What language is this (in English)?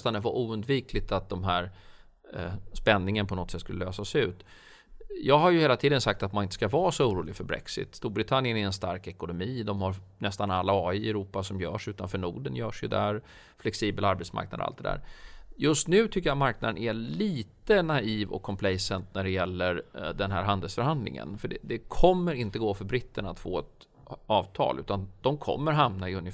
Swedish